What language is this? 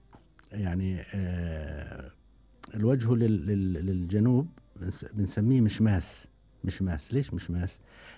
Gulf Arabic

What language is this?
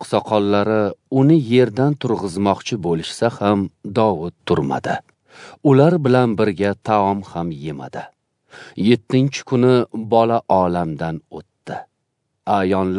Uzbek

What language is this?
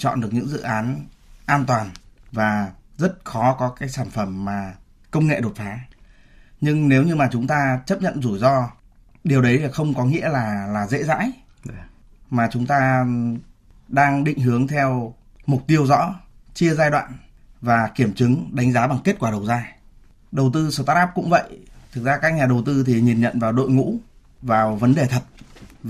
Vietnamese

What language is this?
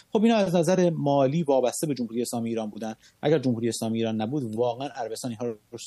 Persian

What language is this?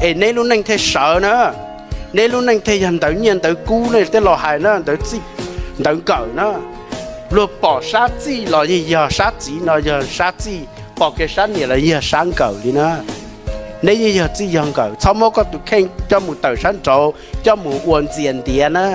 Hmong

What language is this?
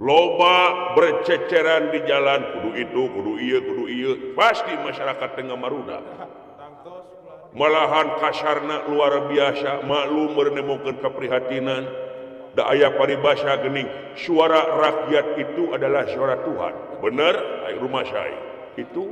Sundanese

